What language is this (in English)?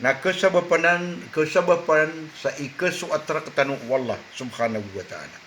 Maranao